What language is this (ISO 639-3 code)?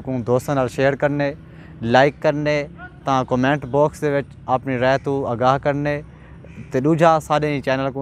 skr